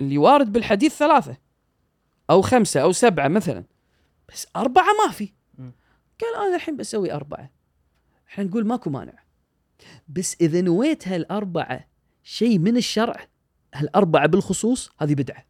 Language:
Gulf Arabic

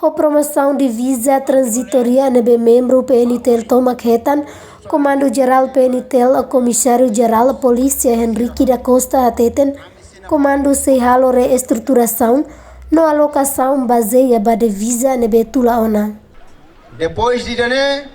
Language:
Tetum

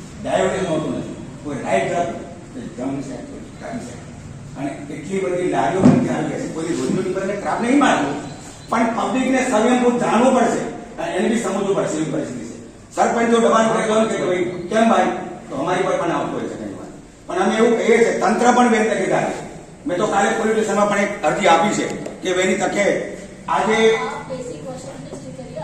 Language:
Gujarati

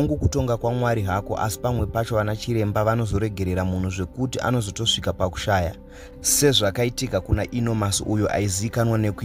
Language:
Shona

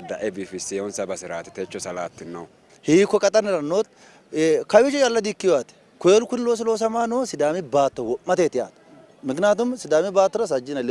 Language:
Sidamo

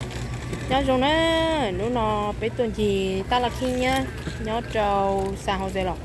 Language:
Hmong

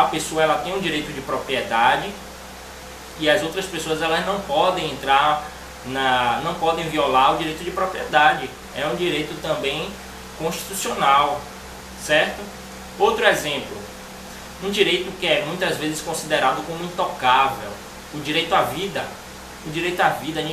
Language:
Portuguese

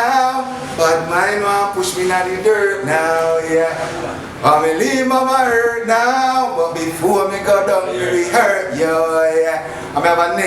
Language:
Jamaican Creole English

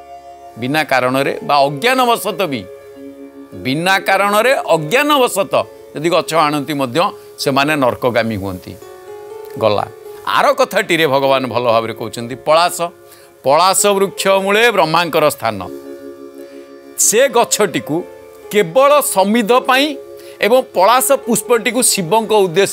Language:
Odia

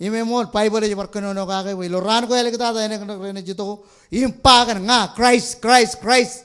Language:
Marshallese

